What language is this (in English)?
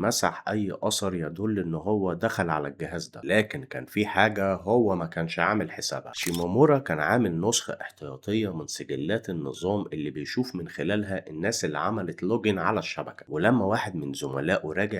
Egyptian Arabic